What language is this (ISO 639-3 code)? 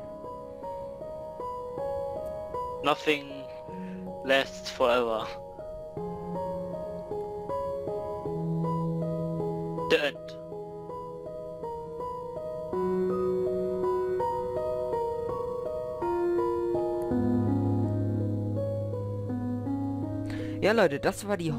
deu